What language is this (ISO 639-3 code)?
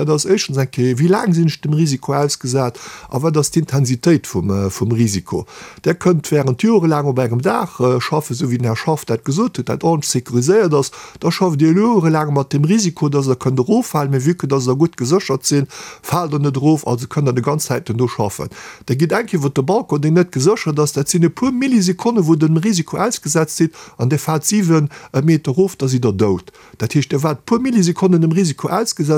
ltz